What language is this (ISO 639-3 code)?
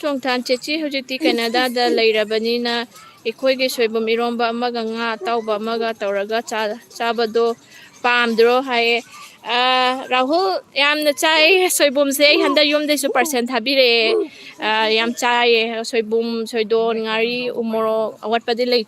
mni